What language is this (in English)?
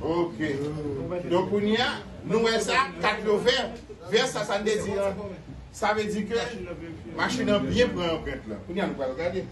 Haitian Creole